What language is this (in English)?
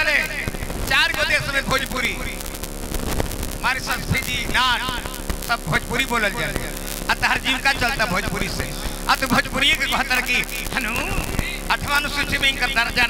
Bhojpuri